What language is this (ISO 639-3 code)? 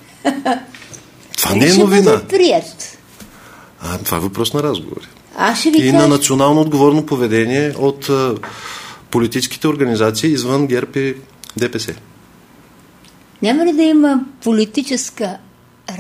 bul